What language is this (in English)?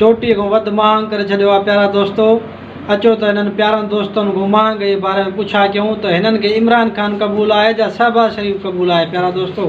Sindhi